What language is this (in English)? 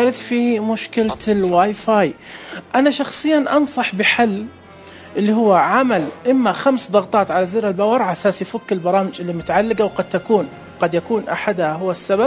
Najdi Arabic